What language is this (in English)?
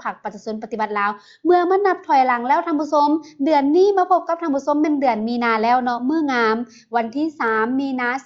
Lao